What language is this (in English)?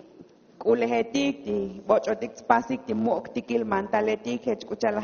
Tzotzil